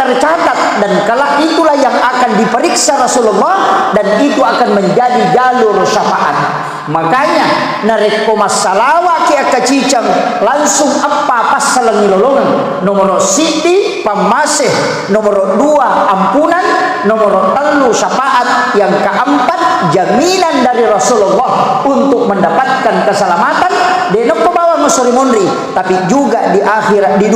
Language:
Buginese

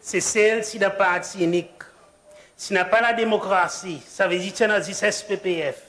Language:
Seselwa Creole French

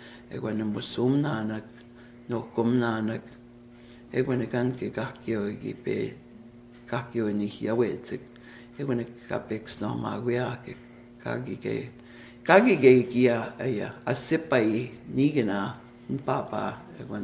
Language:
Plains Cree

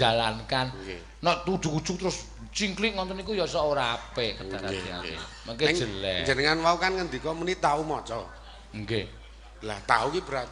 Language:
Javanese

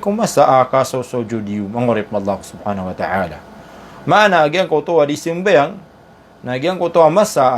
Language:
Maranao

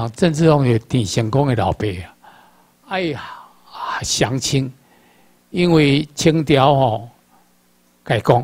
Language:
Chinese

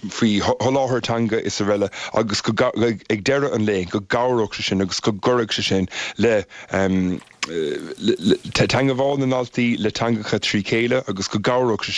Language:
Irish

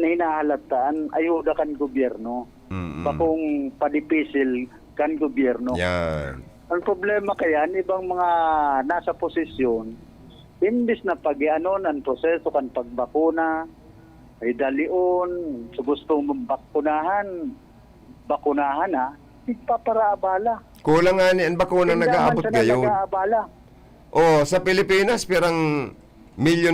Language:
Bikol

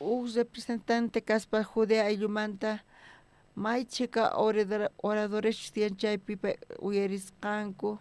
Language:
South Bolivian Quechua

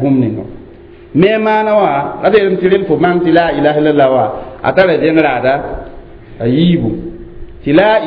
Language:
Mossi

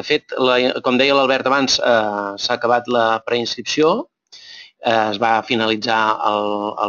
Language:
Catalan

